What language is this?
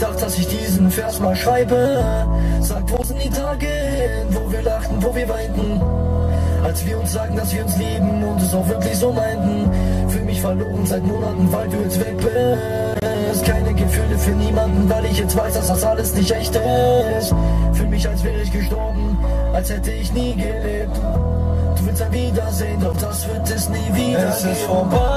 German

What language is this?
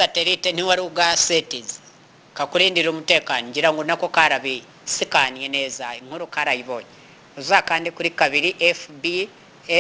Kinyarwanda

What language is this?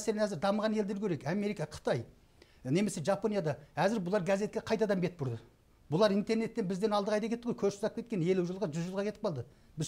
Kazakh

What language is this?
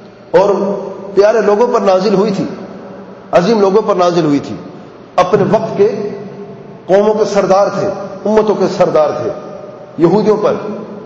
Urdu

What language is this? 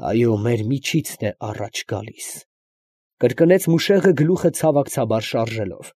Armenian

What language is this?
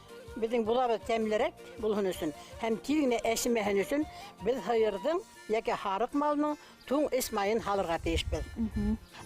Bashkir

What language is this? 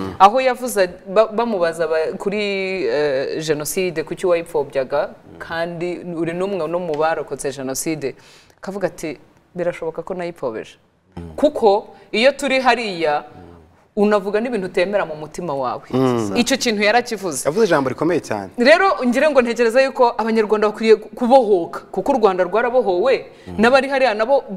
Kinyarwanda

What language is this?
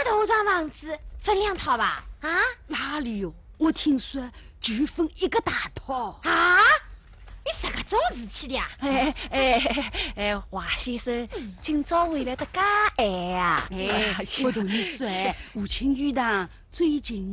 Wu Chinese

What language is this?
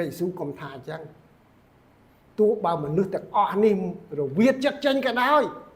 Khmer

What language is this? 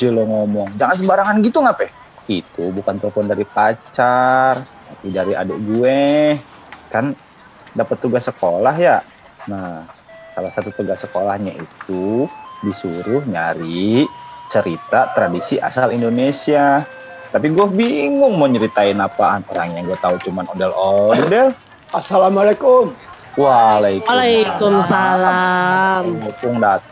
Indonesian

